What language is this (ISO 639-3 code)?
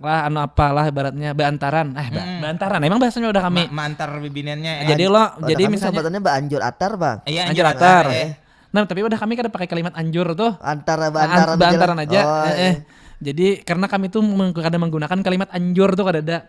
bjn